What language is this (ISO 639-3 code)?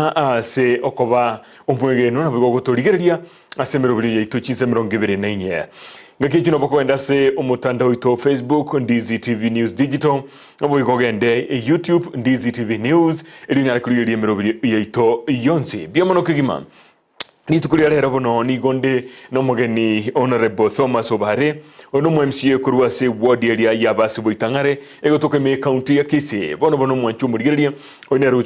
guz